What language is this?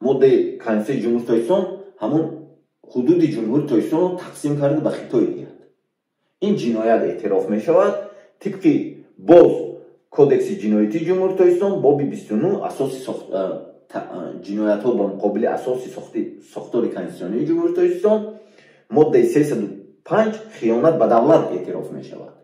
Tajik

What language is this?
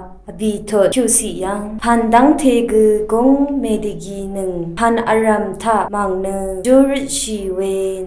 Rawang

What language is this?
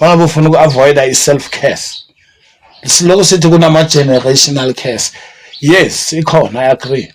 Zulu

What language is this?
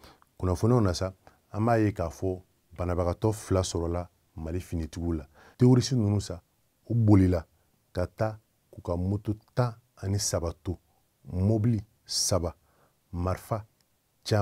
Bambara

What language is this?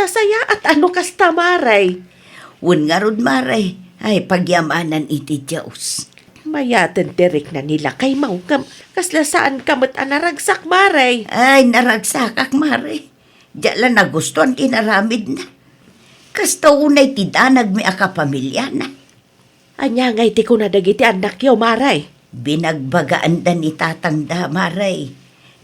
Iloko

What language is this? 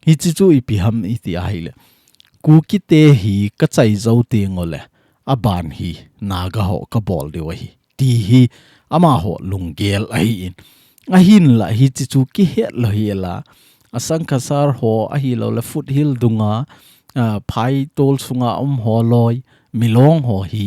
Thado Chin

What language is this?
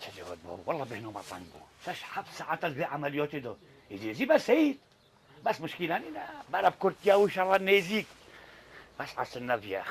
Kurdish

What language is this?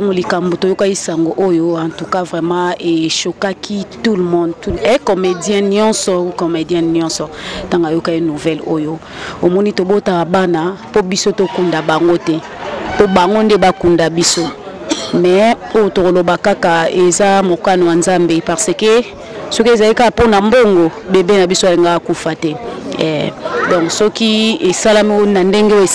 Lingala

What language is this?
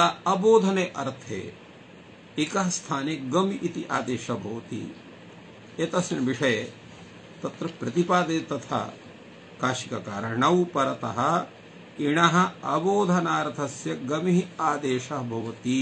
Sanskrit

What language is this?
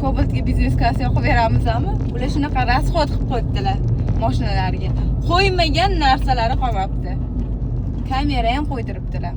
Uzbek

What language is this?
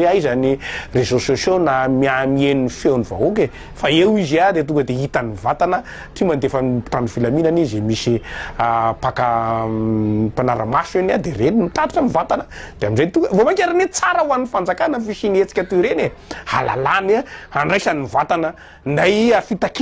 Malagasy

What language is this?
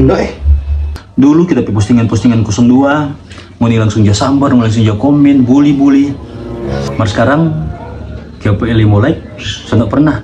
Manado Malay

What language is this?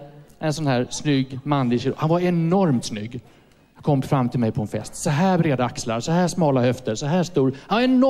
Swedish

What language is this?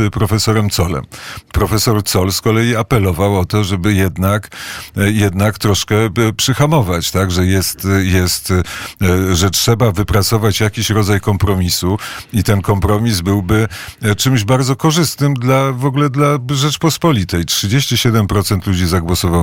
Polish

